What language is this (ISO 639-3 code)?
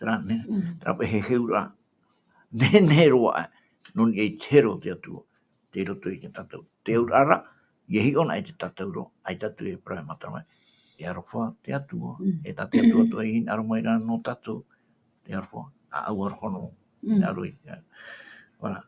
tah